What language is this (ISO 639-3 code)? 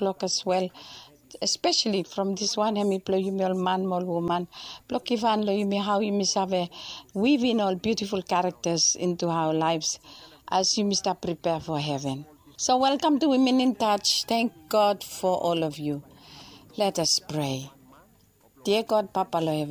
bis